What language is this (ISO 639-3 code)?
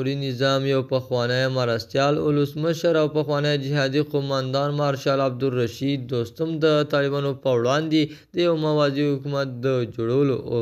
pus